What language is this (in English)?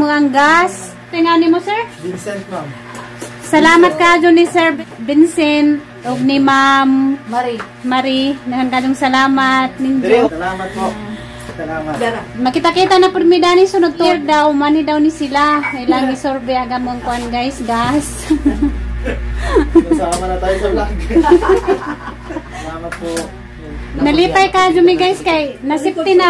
Cebuano